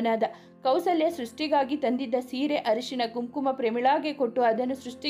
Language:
Kannada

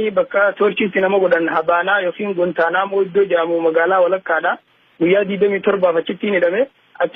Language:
Oromo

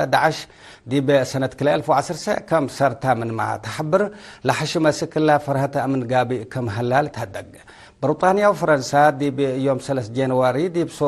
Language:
Tigre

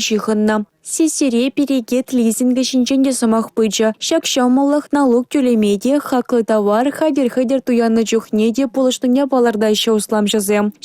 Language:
Chuvash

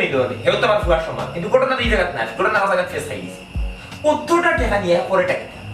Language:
Sylheti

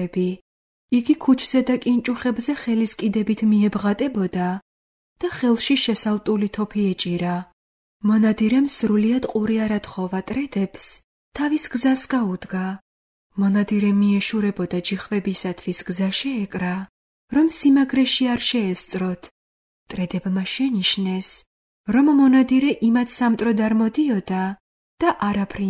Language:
Georgian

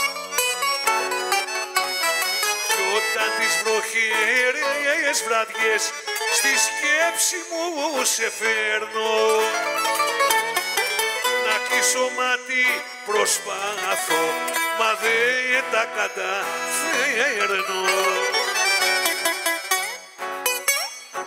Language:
Greek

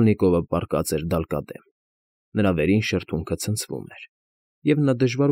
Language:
Armenian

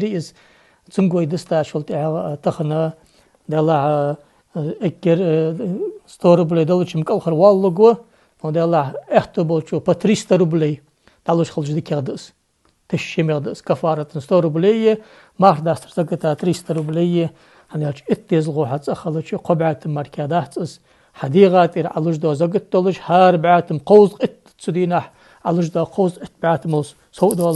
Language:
Ingush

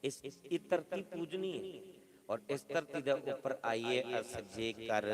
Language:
Dogri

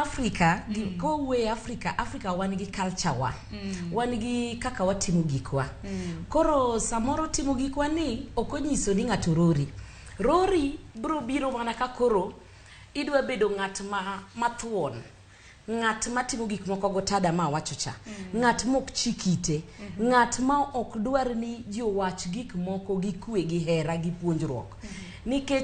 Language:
Luo (Kenya and Tanzania)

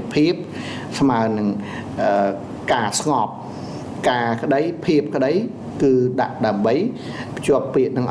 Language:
Khmer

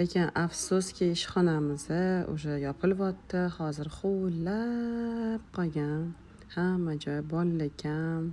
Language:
Uzbek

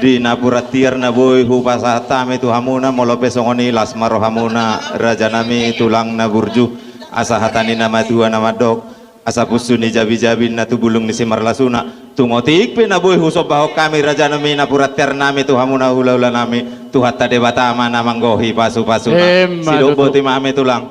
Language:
Batak Toba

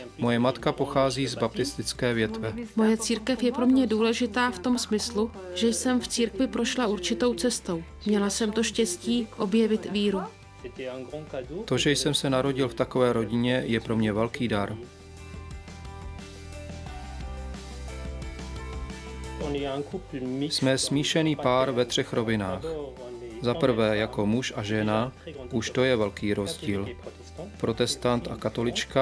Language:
Czech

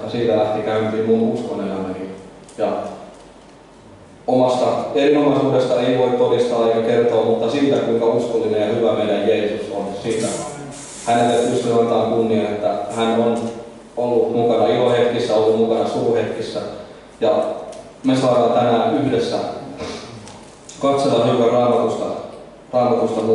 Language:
Finnish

